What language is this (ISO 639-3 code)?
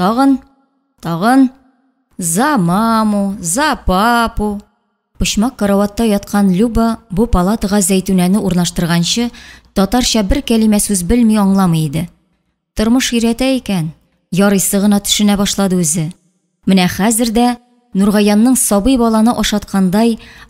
tat